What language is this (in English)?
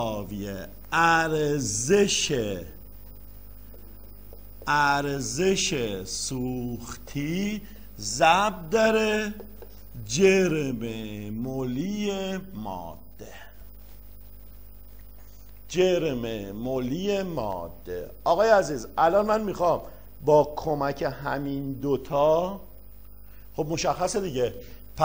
Persian